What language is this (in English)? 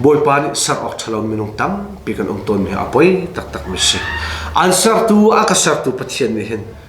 Hakha Chin